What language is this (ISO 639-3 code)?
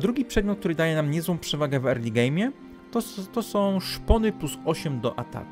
pol